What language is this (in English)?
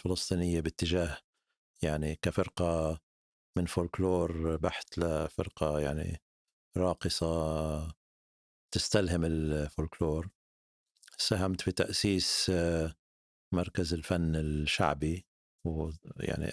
North Levantine Arabic